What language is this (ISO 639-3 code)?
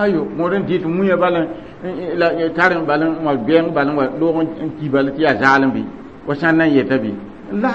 mos